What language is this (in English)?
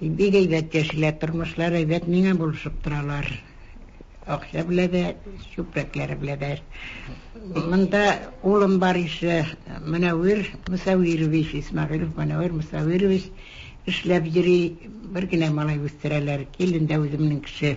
Tatar